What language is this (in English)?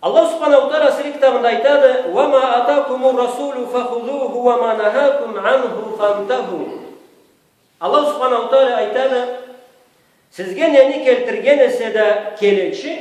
Karachay-Balkar